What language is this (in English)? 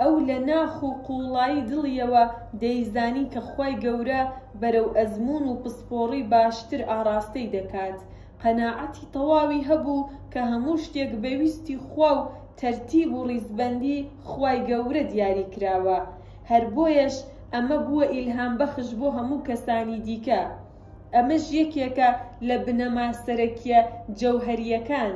Central Kurdish